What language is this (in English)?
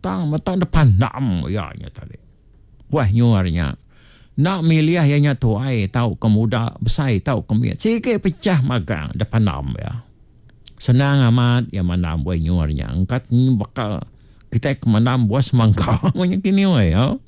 Iban